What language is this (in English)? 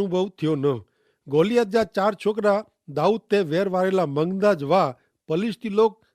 Kachhi